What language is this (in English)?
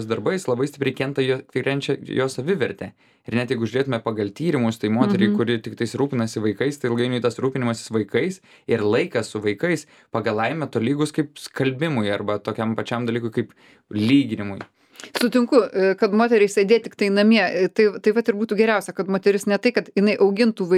Lithuanian